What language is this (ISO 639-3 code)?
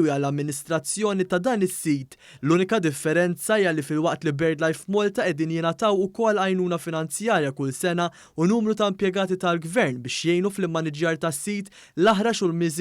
mlt